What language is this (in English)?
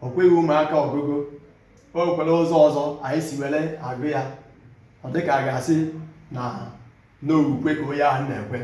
Igbo